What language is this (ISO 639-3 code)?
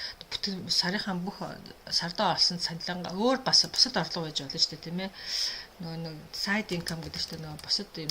mon